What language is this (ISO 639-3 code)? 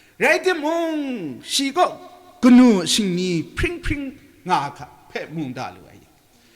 kac